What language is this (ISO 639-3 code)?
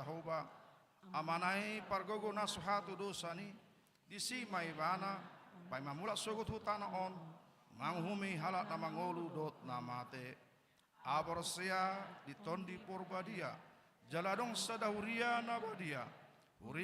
bbc